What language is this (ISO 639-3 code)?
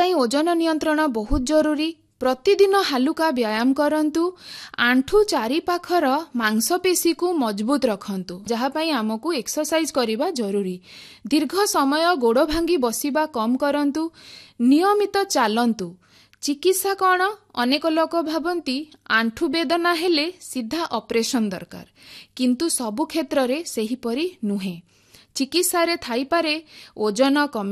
ori